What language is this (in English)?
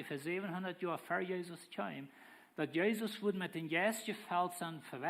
Plautdietsch